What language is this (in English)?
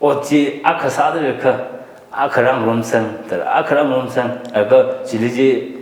Tangkhul Naga (India)